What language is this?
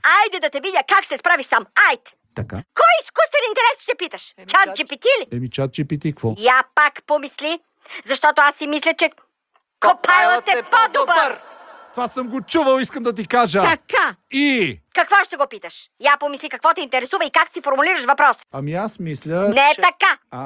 Bulgarian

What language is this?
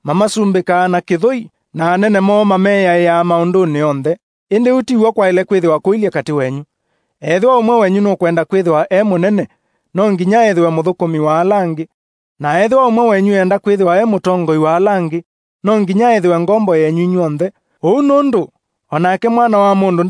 Kamba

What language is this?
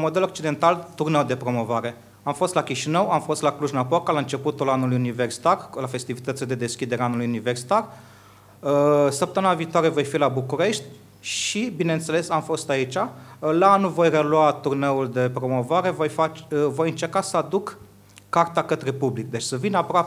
Romanian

